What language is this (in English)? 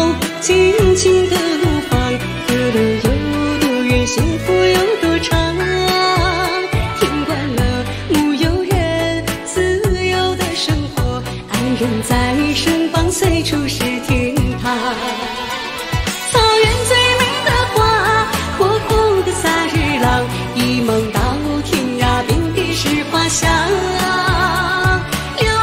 Chinese